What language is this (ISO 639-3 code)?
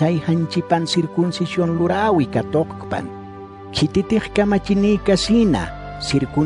aym